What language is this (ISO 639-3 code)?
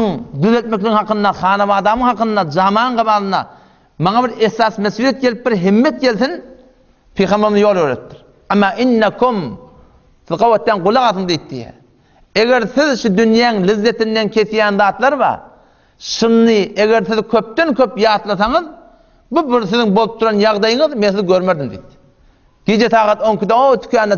tuk